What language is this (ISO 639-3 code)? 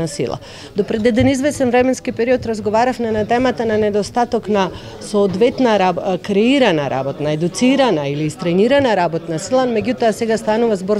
mkd